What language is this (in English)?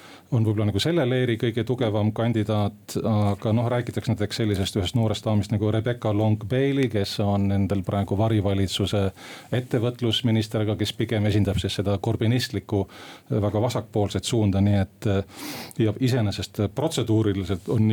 Estonian